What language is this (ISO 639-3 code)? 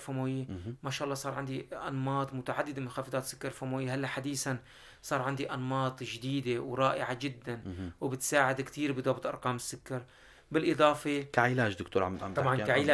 apc